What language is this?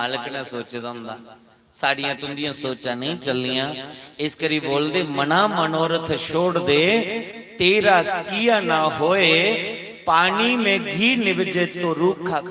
Dogri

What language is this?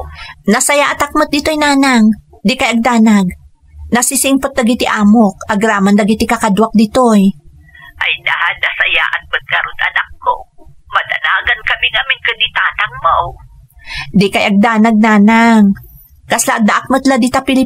Iloko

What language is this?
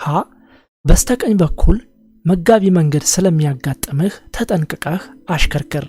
Amharic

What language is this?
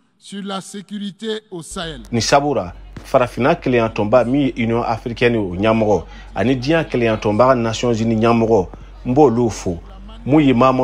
Bambara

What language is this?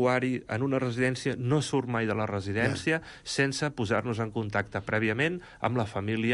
Catalan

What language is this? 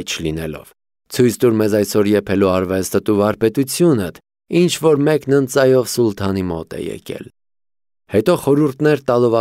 Armenian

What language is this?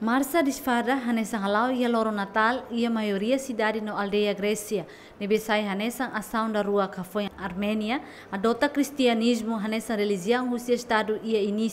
Tetum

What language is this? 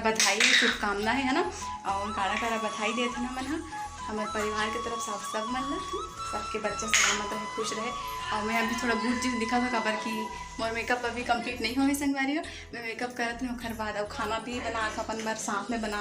Chhattisgarhi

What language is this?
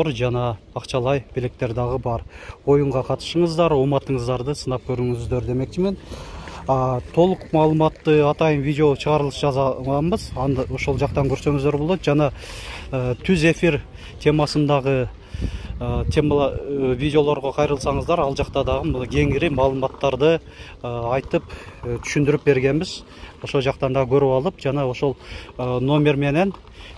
Kyrgyz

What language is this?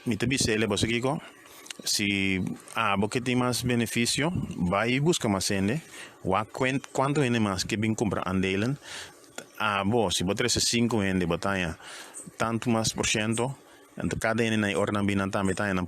Papiamento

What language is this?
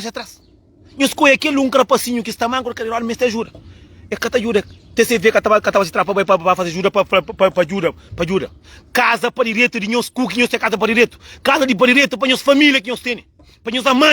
Kabuverdianu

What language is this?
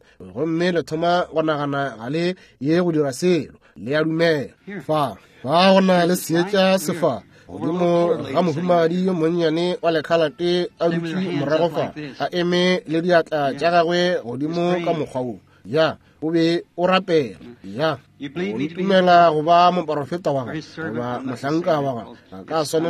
Northern Sotho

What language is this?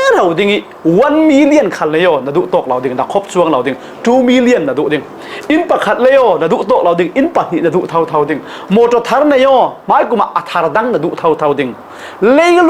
Falam Chin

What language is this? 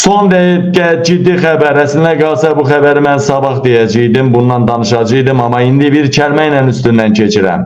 Azerbaijani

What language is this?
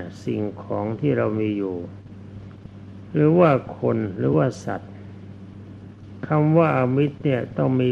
Thai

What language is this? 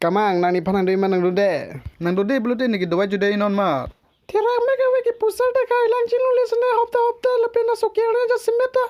Karbi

